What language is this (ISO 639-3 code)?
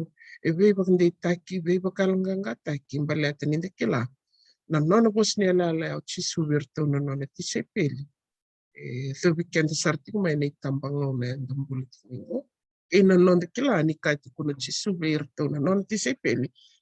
fij